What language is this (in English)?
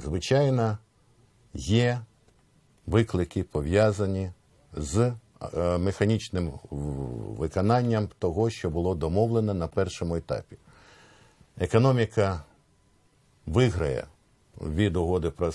Ukrainian